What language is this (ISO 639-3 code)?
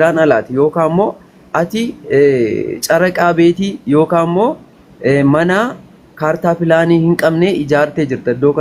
orm